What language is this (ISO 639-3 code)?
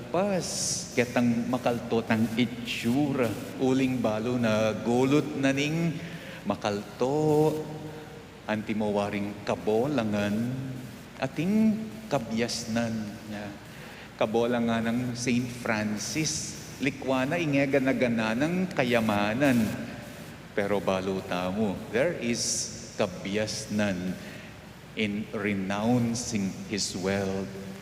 pam